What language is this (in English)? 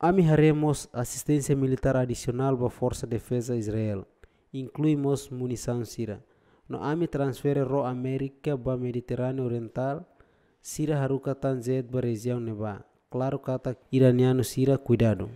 Tetum